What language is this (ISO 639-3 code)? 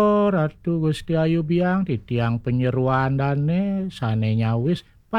ban